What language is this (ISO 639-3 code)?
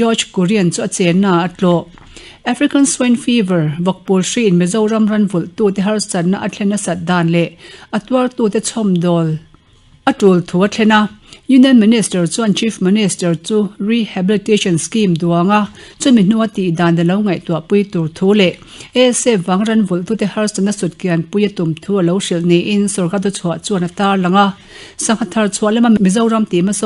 lus